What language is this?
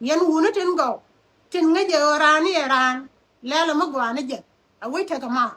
Nuer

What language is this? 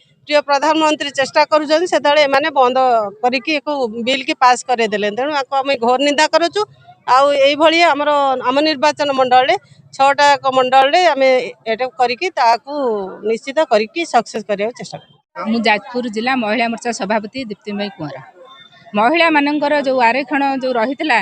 Odia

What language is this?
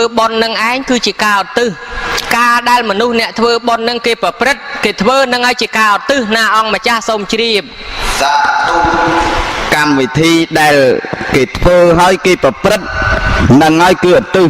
Khmer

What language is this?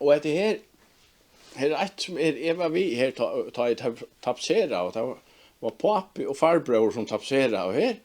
Faroese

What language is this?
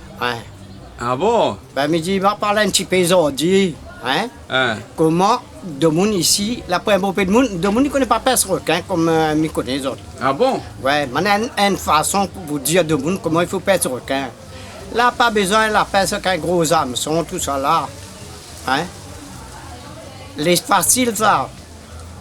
Réunion Creole French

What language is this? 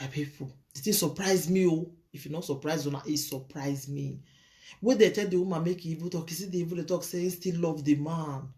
Nigerian Pidgin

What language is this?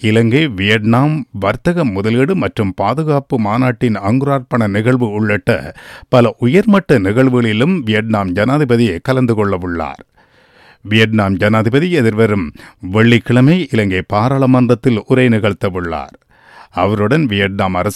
Tamil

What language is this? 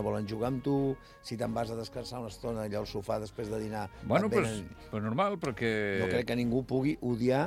Catalan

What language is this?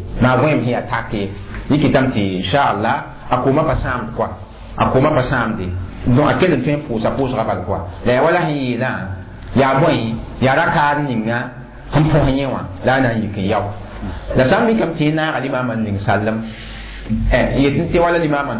Mossi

